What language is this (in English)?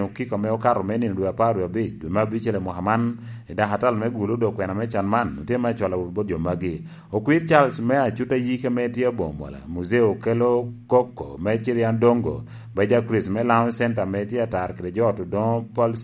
Lango (Uganda)